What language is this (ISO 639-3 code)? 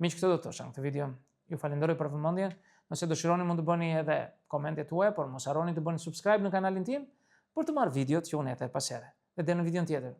sqi